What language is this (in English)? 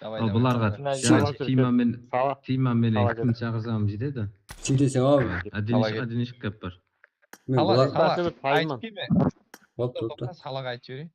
Kara-Kalpak